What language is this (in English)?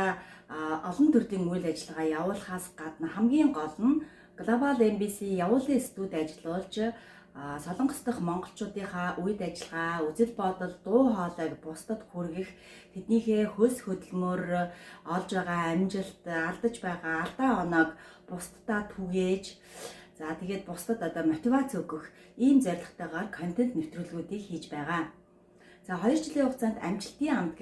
Mongolian